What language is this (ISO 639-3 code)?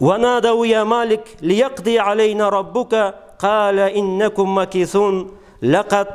krc